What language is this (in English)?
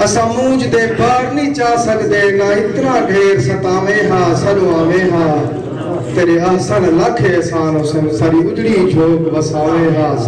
Saraiki